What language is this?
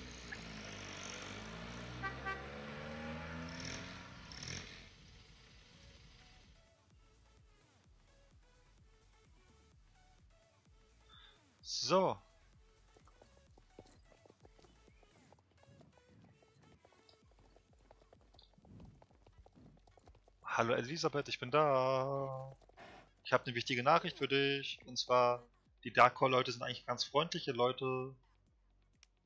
German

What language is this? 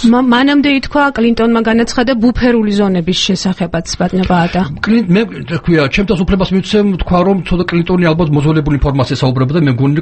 Georgian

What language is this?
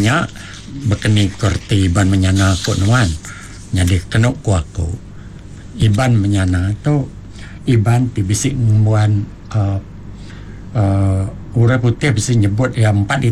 Iban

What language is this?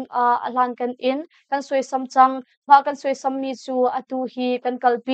Hakha Chin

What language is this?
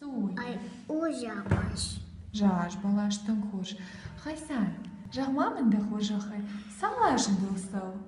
Ossetic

